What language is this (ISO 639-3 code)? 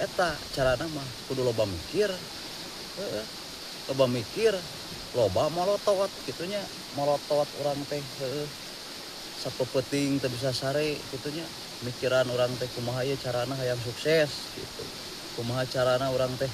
sun